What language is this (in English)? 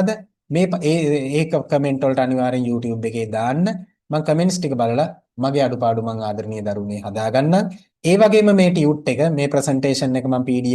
Sinhala